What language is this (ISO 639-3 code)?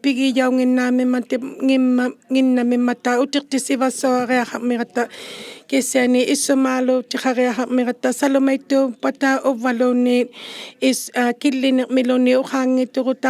iku